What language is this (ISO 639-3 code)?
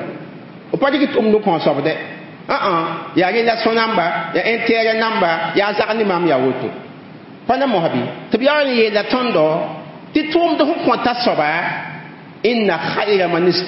mos